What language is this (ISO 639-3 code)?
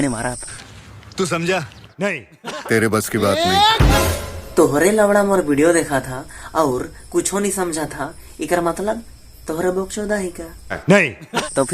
sck